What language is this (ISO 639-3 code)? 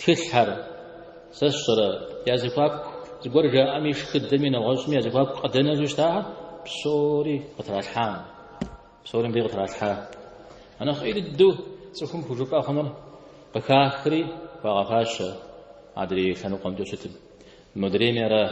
kbd